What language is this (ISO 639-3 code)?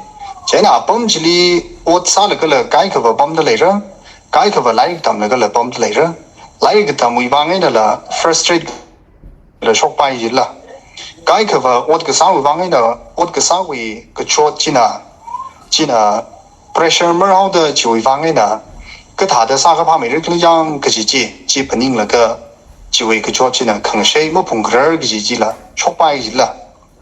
nmf